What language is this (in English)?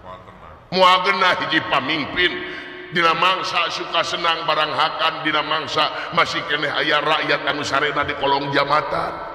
Sundanese